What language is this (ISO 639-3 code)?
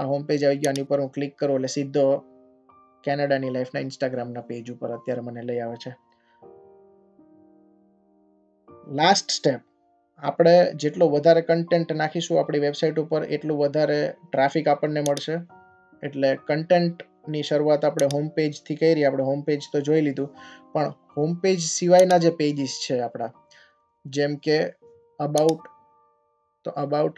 guj